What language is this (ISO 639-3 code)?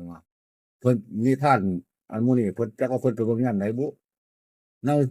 tts